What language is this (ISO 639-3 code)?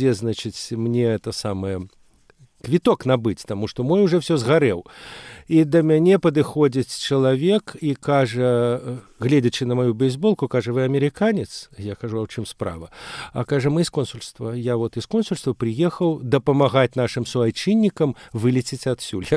bel